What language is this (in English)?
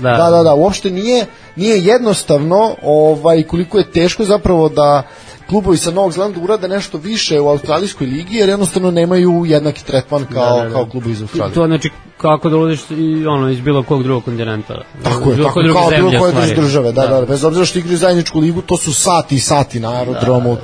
Serbian